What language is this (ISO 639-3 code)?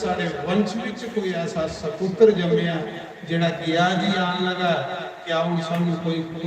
doi